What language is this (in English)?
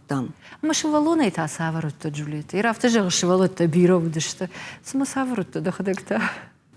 Ossetic